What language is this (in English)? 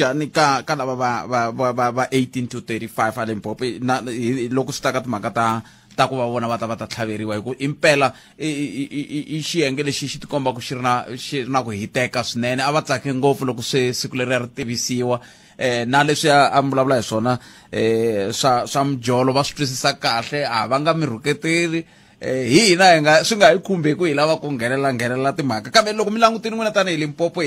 Tsonga